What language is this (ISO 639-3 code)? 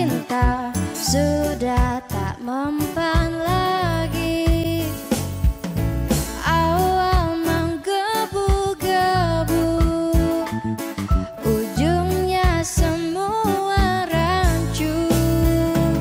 ind